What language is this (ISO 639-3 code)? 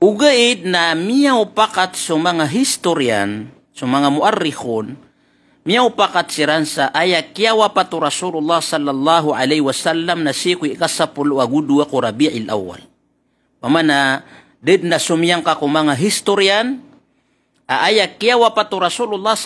mrw